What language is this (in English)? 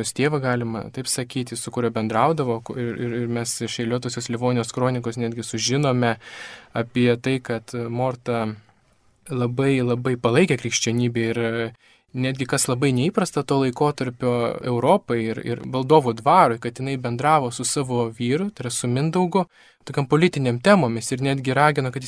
Lithuanian